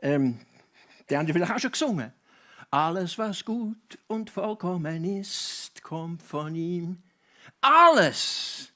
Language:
Swiss German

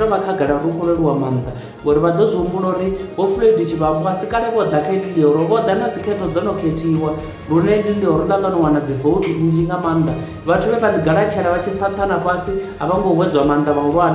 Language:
Venda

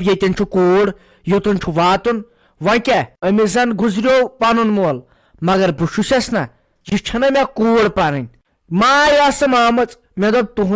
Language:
Kashmiri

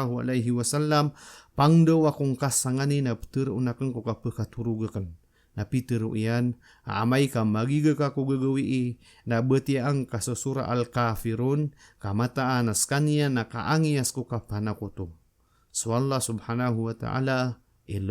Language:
Maranao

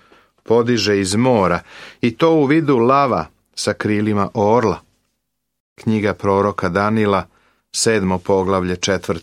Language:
Serbian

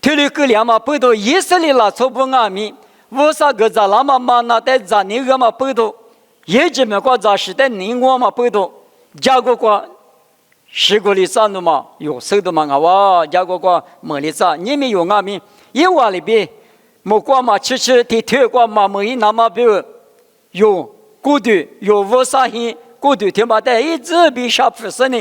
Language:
Lisu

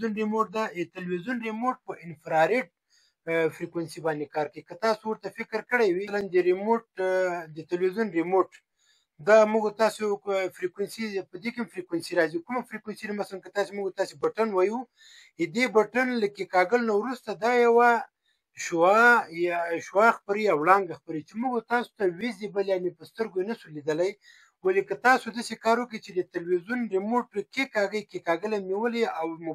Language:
Pashto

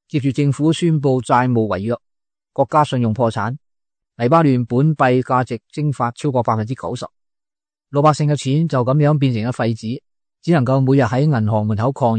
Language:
Cantonese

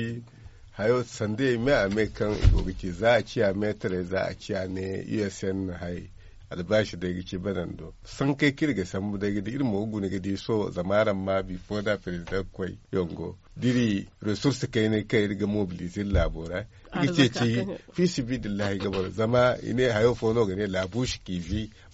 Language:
Zarma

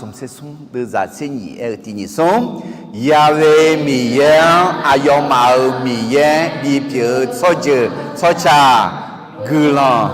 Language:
Akha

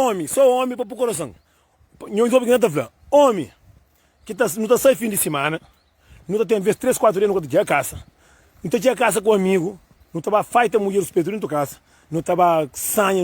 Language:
Kabuverdianu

